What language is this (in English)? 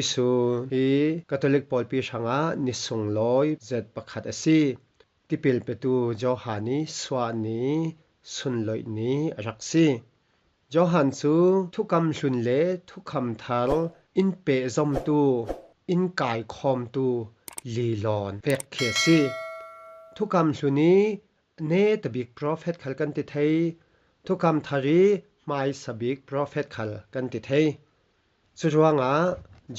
Falam Chin